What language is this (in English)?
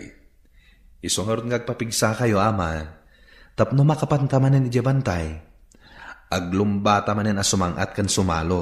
Iloko